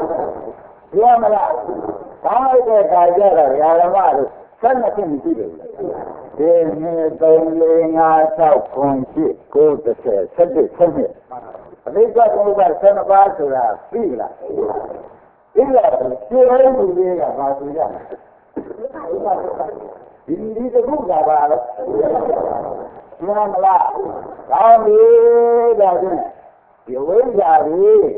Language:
Burmese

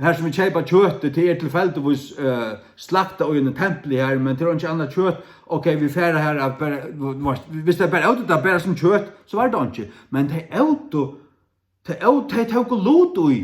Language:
Faroese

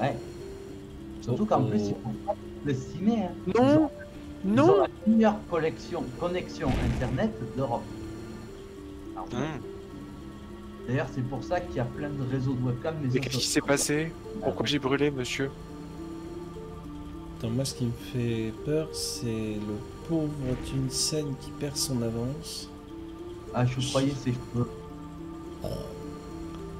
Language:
French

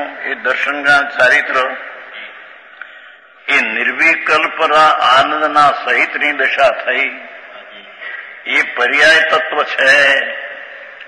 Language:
Gujarati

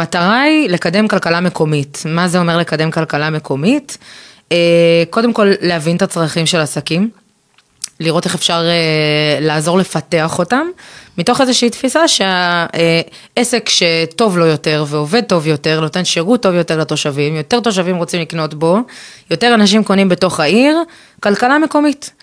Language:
Hebrew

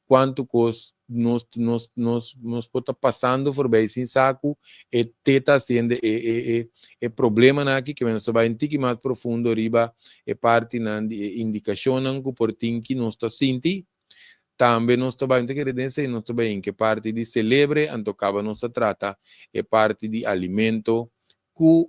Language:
Papiamento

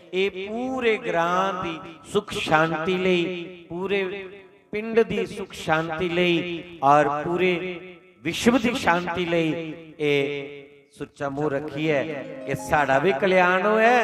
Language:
Dogri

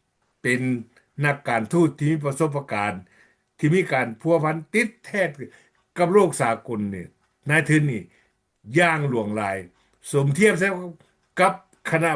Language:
Lao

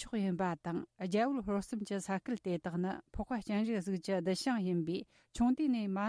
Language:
Tibetan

